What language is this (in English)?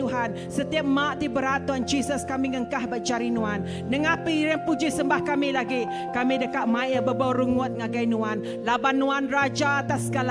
Iban